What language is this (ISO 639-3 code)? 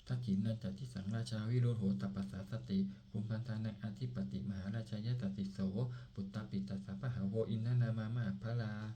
pli